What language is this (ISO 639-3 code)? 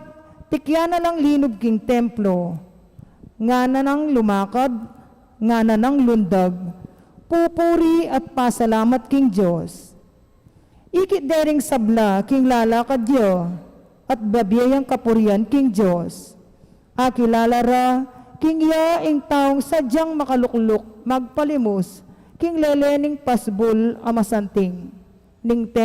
pam